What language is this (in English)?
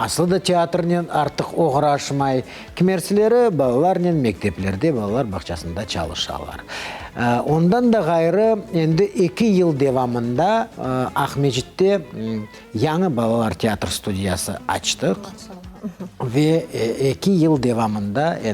Crimean Tatar